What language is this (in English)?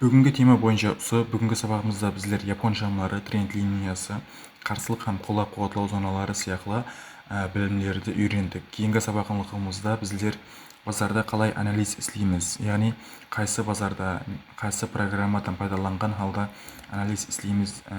Kara-Kalpak